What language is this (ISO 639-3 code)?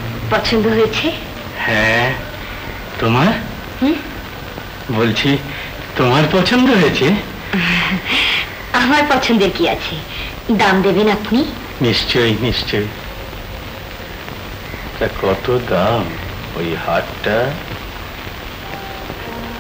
ben